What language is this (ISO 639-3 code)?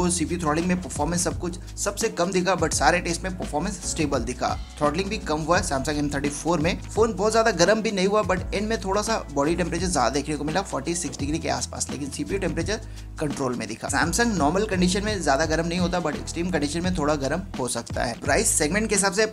hin